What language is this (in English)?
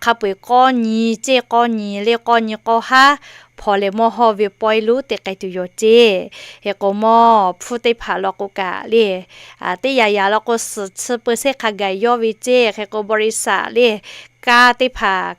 Lahu